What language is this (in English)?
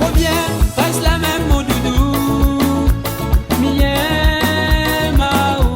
Réunion Creole French